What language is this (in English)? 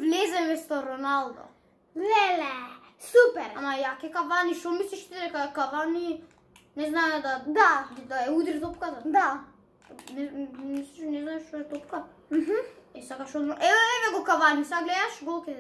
Macedonian